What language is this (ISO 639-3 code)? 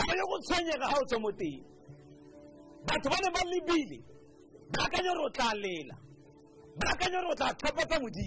tsn